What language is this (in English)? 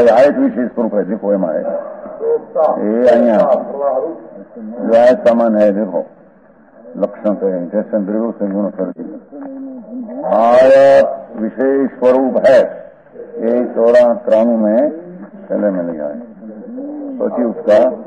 Hindi